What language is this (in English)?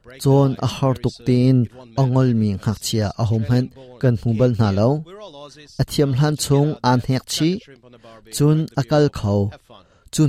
Hakha Chin